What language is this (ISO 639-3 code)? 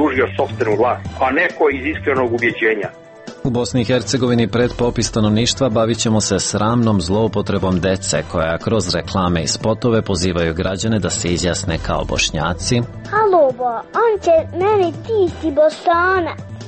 srp